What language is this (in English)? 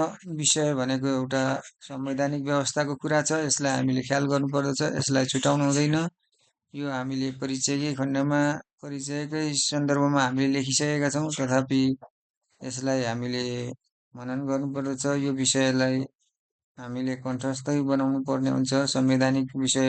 Nepali